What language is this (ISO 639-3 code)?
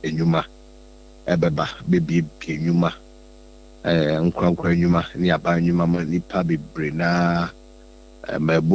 aka